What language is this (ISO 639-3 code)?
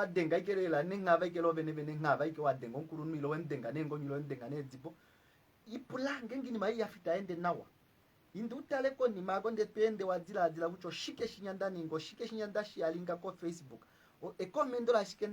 kua